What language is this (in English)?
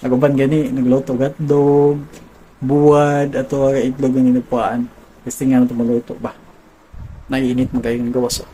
Cebuano